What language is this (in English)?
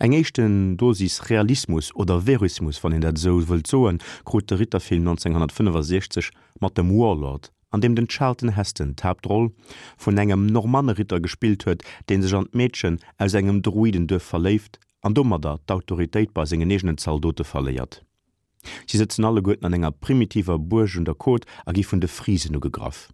Luxembourgish